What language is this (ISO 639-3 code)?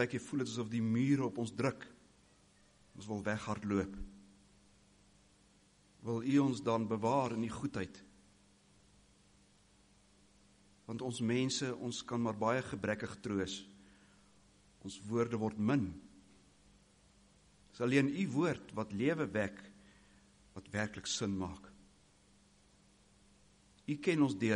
afr